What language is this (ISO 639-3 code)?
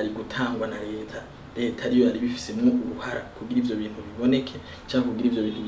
run